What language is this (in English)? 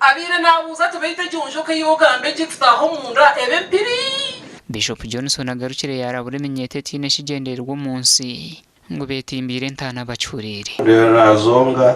Nyankole